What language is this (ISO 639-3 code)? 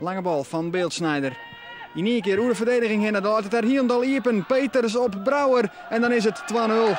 fry